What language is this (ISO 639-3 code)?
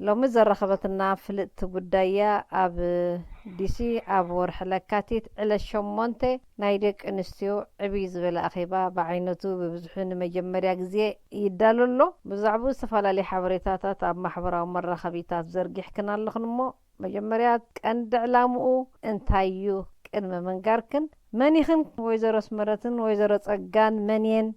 tir